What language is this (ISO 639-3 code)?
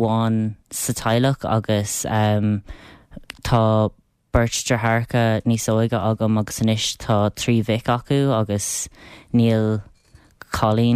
gle